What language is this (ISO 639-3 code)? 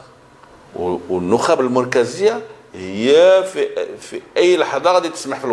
ary